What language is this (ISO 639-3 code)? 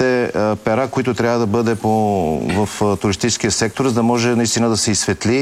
bul